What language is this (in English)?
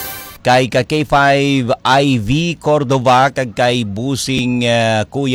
Hiligaynon